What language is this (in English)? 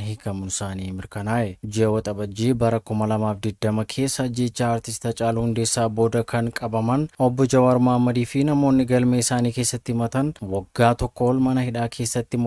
Oromo